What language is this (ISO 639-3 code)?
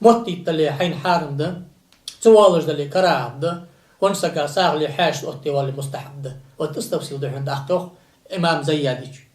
inh